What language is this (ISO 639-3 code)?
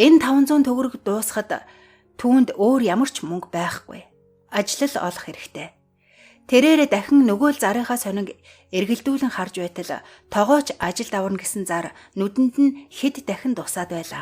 mon